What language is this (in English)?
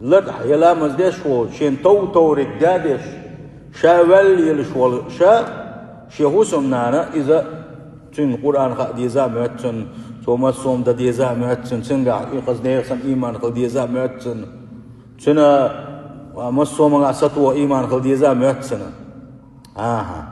Chechen